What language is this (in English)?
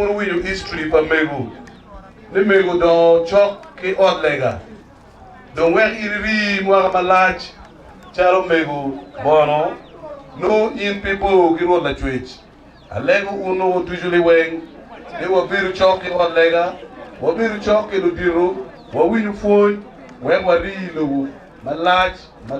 Acoli